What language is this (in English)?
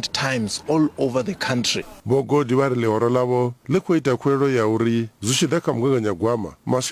Venda